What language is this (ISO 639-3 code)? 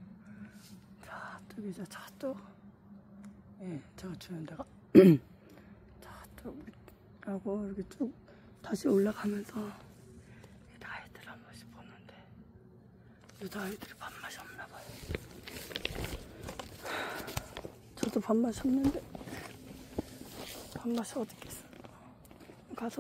kor